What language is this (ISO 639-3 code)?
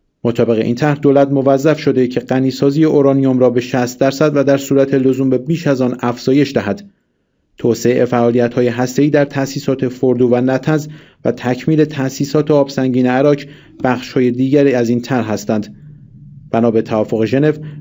fas